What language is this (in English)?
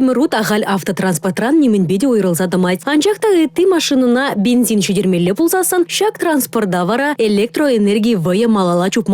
Chuvash